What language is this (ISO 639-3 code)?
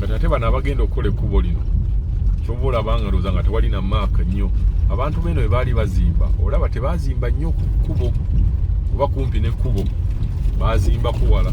lug